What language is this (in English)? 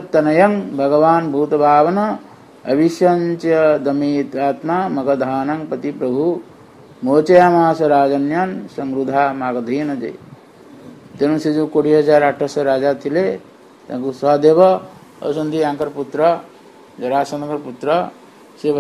Odia